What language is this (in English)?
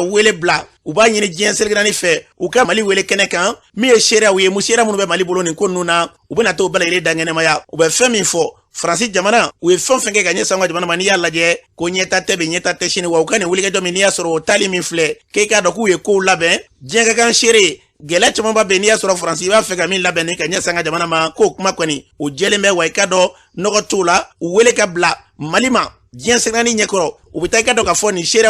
Bambara